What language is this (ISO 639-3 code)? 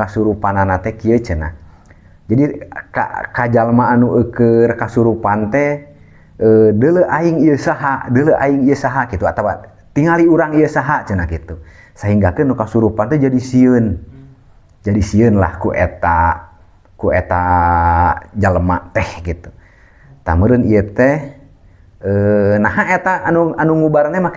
sun